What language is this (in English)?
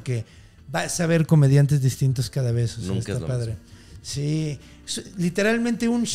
Spanish